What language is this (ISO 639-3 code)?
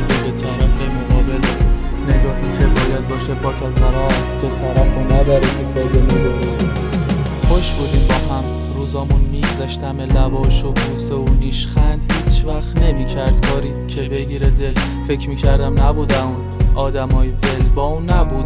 fas